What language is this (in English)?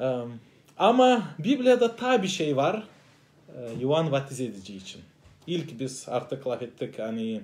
Gagauz